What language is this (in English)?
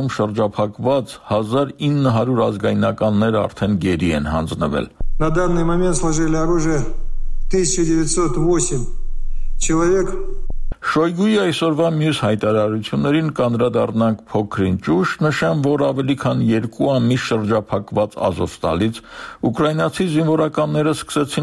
Armenian